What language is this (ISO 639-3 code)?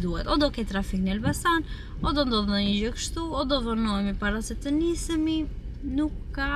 sqi